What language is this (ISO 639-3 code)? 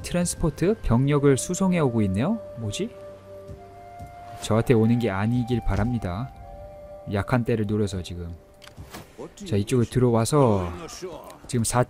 kor